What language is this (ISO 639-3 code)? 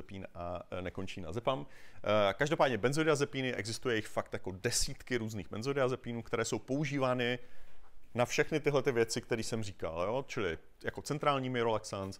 ces